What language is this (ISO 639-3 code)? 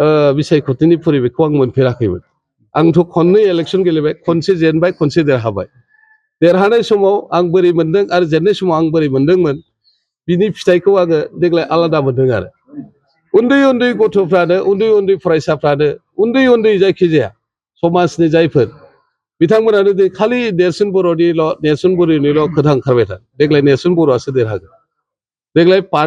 brx